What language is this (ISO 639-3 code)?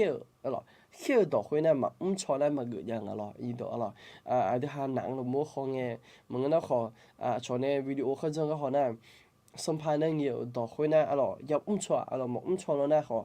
ahk